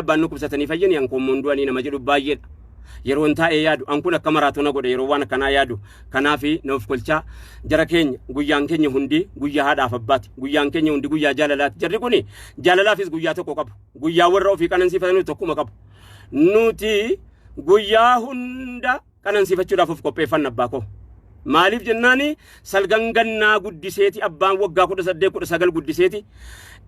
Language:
Oromo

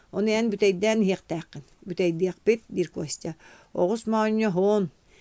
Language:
Yakut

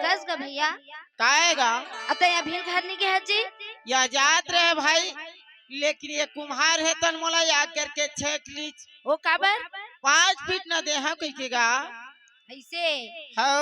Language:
Chhattisgarhi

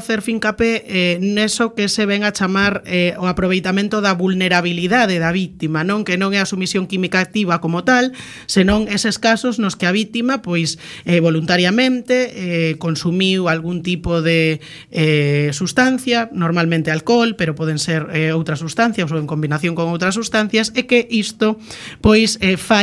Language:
Galician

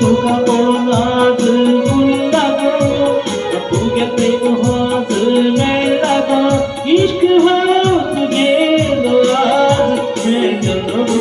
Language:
Konkani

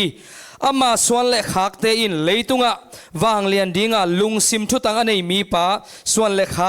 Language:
Tedim Chin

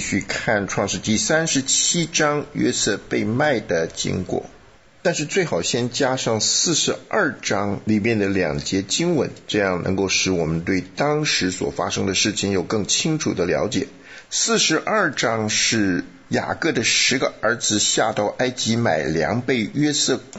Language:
Chinese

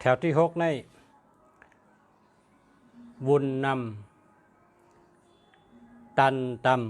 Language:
Shan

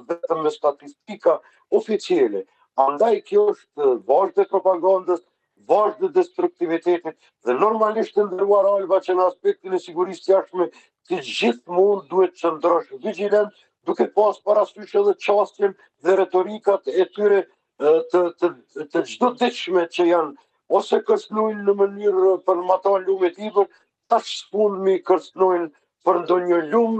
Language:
Albanian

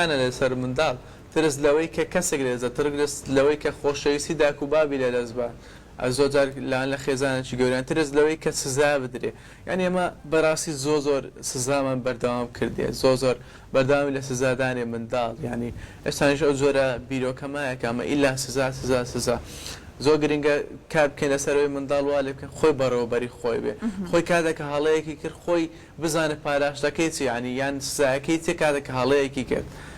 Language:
Central Kurdish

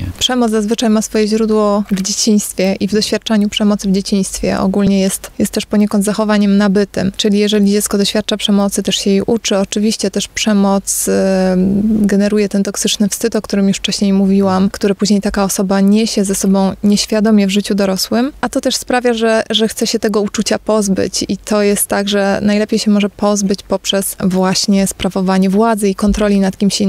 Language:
Polish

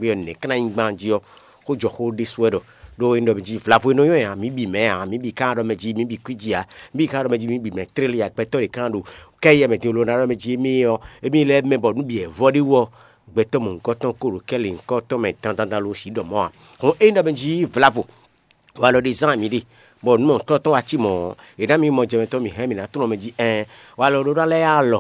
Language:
Fon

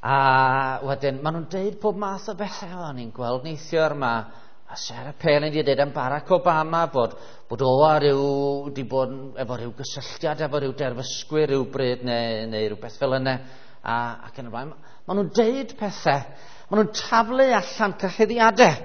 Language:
Welsh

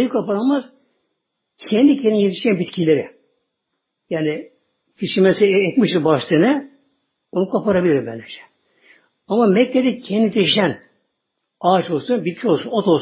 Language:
Turkish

